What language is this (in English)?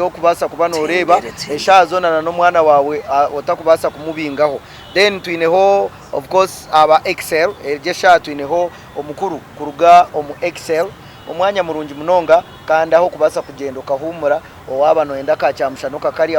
Nyankole